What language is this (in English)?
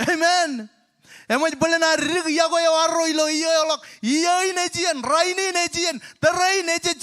Marshallese